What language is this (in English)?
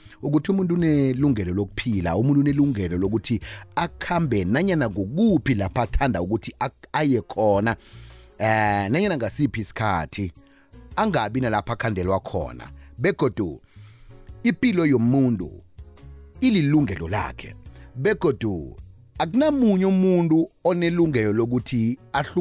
South Ndebele